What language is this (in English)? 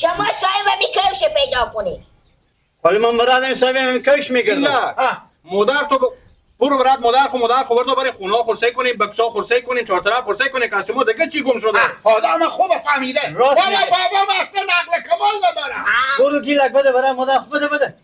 Persian